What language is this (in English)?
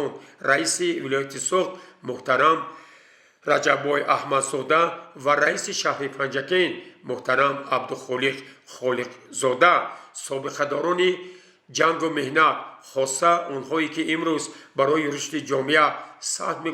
Tajik